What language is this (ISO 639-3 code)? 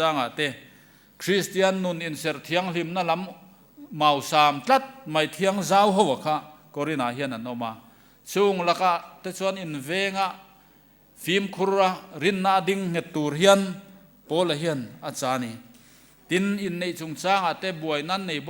lus